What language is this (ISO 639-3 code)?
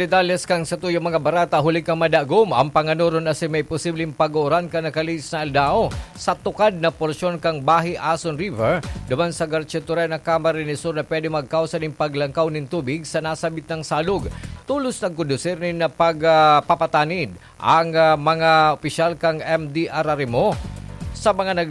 bik